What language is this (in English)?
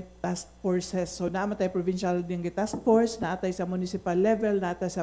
Cebuano